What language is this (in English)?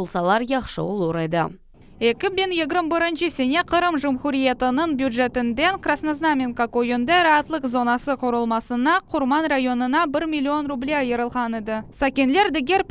Crimean Tatar